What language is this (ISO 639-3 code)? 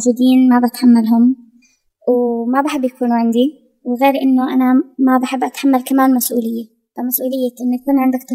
apc